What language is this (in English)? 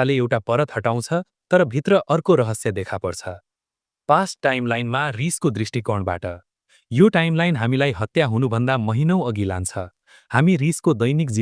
Nepali